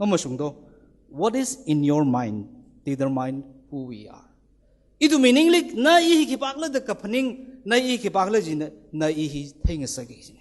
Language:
Tangkhul Naga (India)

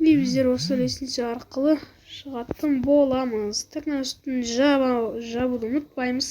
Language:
Kazakh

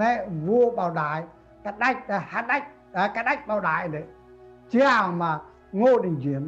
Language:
Central Mnong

